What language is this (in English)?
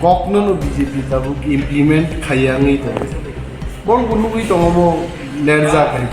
Kok Borok